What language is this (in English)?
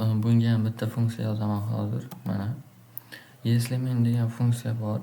Uzbek